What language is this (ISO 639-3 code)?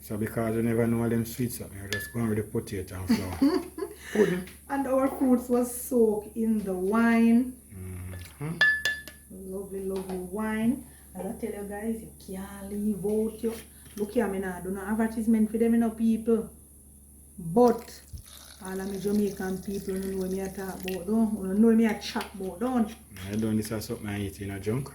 jam